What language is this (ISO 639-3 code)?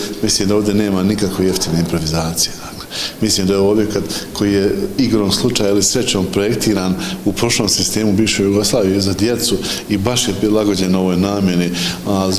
bos